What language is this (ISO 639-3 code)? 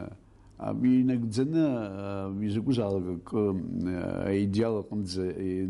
abk